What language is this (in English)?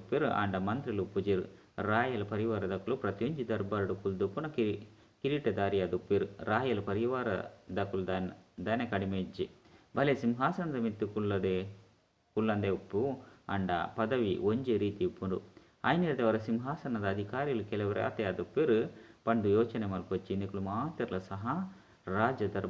Tulu